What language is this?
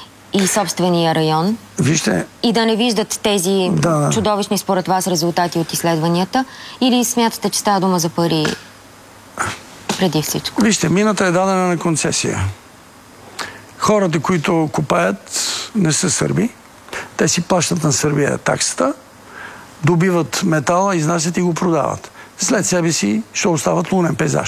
Bulgarian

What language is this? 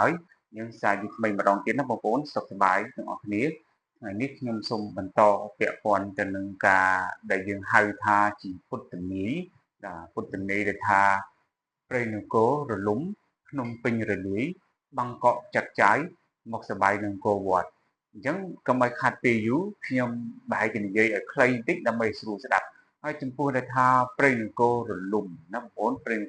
Khmer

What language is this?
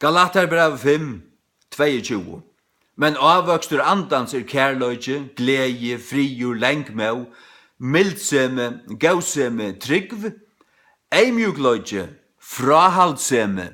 Faroese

